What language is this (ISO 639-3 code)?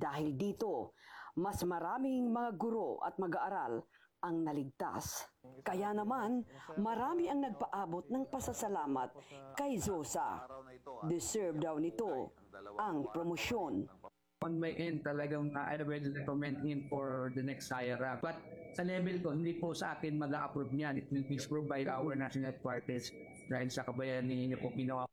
fil